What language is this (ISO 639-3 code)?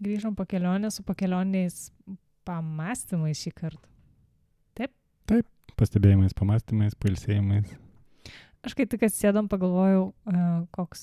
lit